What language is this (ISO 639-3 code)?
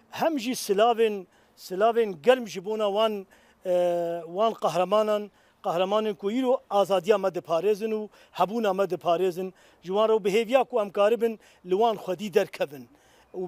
kur